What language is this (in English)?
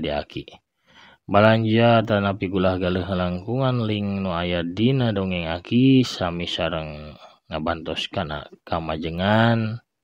Sundanese